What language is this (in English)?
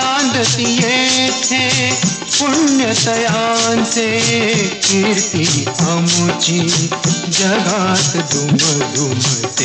Marathi